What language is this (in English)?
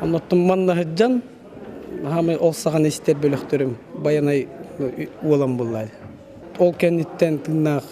Yakut